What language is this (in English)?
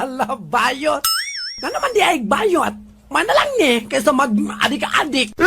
Cebuano